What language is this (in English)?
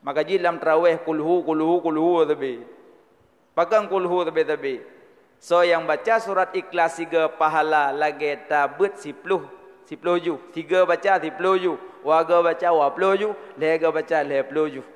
Achinese